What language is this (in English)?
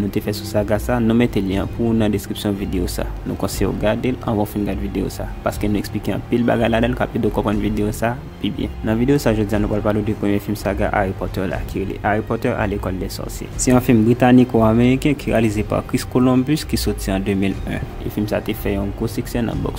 Haitian Creole